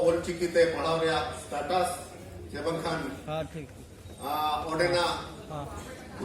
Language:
Santali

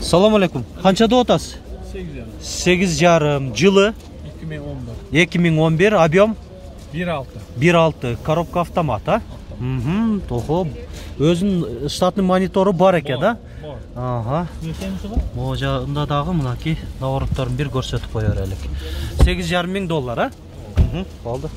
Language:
Kyrgyz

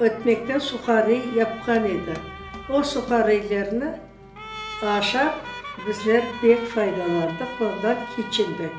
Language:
Crimean Tatar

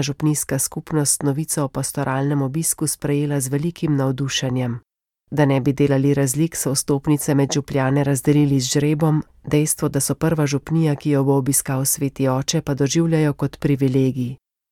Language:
Slovenian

